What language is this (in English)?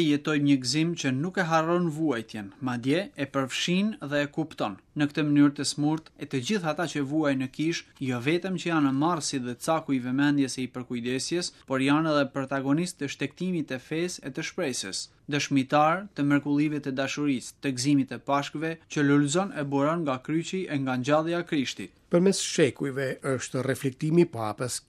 Albanian